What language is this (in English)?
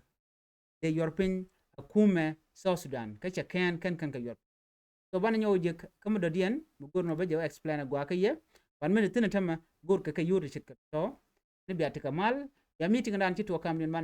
Nuer